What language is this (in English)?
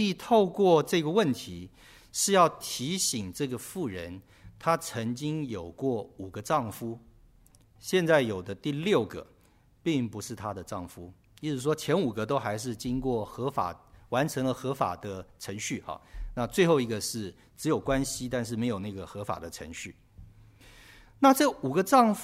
Chinese